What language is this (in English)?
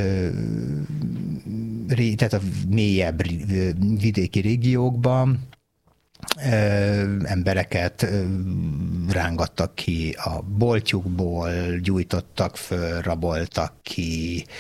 Hungarian